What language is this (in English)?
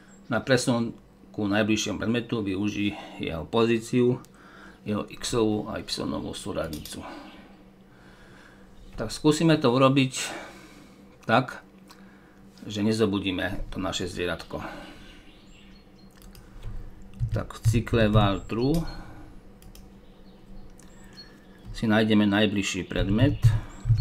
Slovak